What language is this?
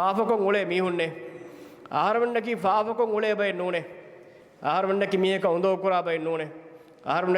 Divehi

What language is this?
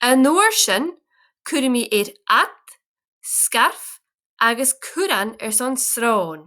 Scottish Gaelic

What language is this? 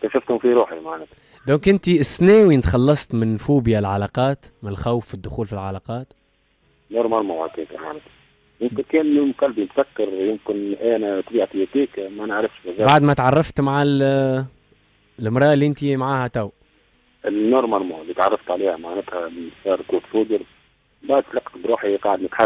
Tunisian Arabic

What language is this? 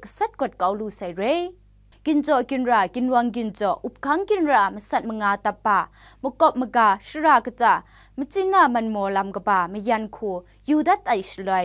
Kachin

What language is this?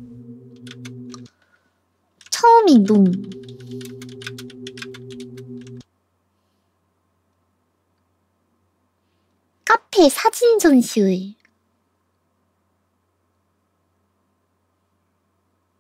Korean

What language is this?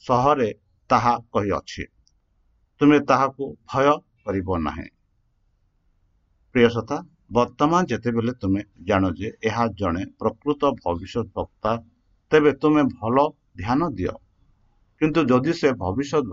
Odia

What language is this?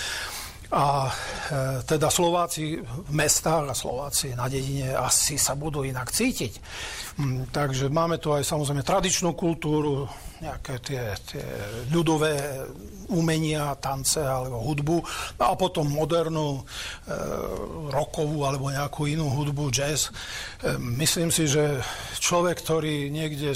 Slovak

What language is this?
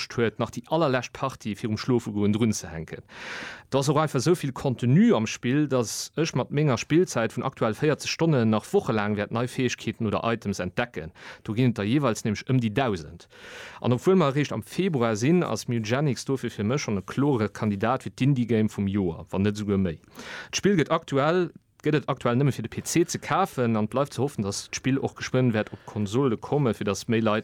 Luxembourgish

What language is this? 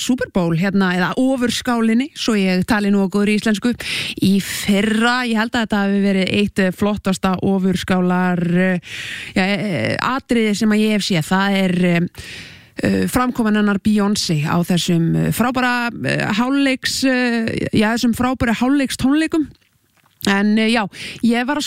Icelandic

